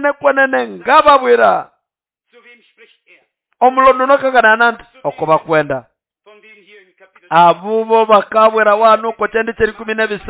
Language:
Nande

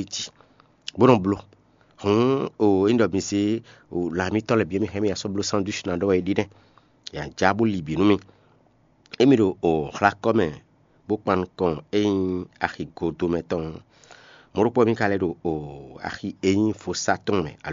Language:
Fon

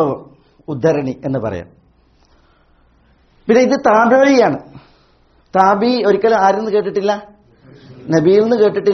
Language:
Malayalam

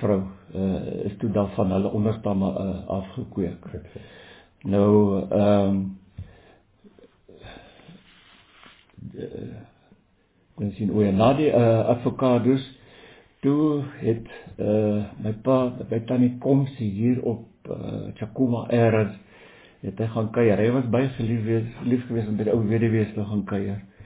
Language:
Afrikaans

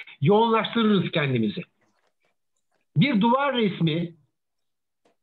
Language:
Turkish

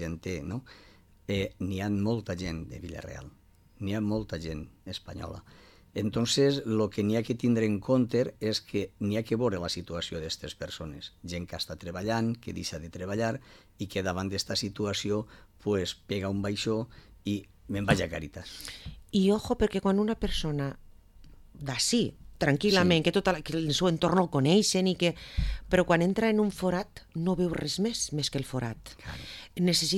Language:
Catalan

